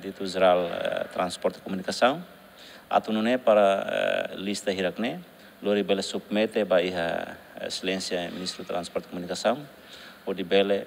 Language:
Tetum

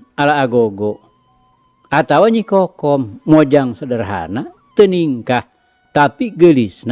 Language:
Sundanese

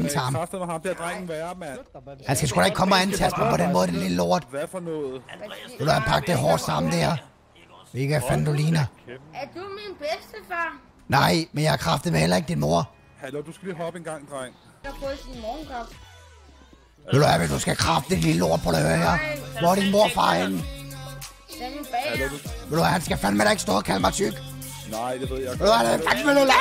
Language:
Danish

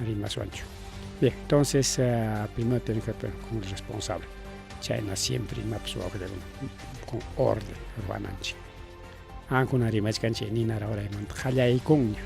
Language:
Ayacucho Quechua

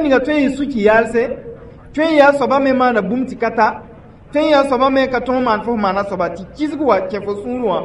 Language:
Mossi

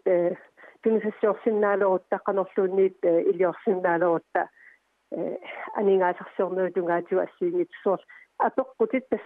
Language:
Kalaallisut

